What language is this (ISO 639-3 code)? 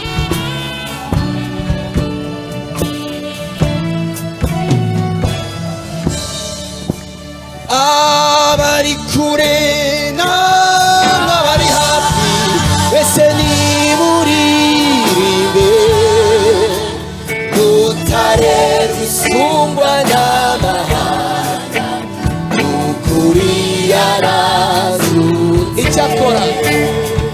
kin